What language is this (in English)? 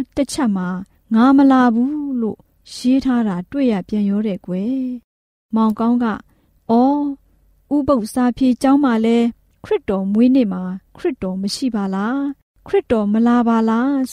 Burmese